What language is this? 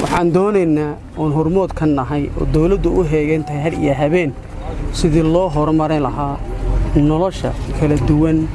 Somali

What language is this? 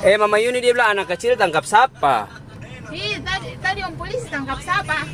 Ambonese Malay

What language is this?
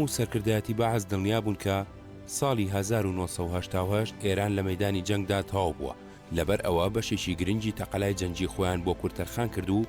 Central Kurdish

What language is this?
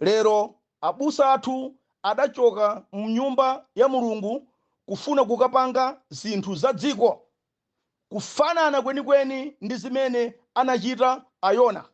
Nyanja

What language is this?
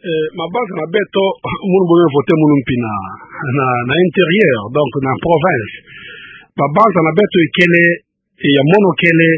Kituba (Democratic Republic of Congo)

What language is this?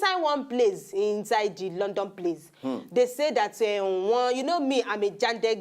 Nigerian Pidgin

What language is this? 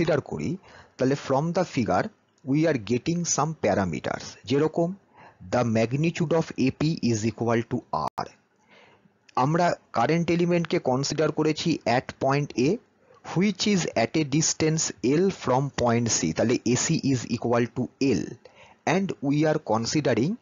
Bangla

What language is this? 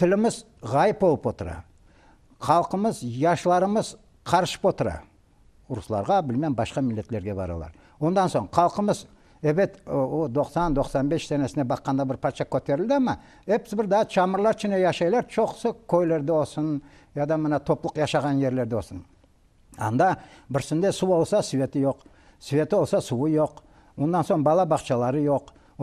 Crimean Tatar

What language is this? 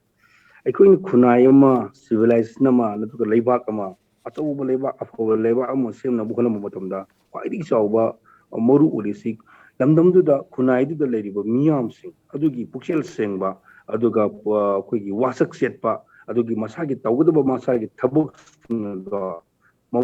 Manipuri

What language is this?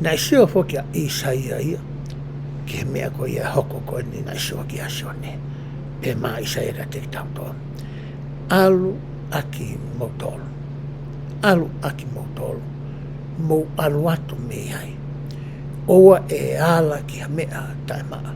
Tongan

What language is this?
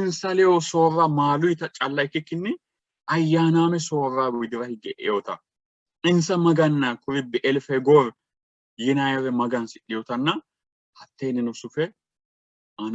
Sidamo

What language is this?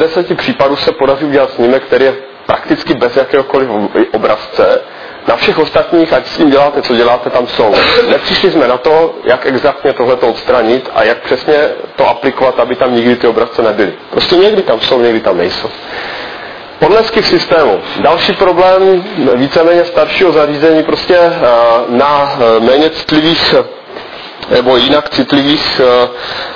Czech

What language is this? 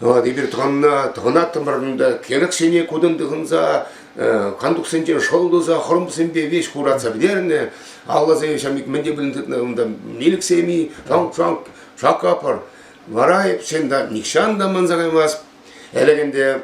Chuvash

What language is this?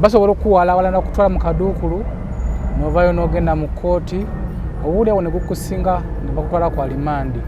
Ganda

